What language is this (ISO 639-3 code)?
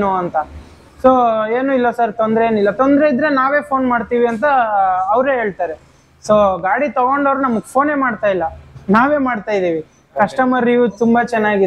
kan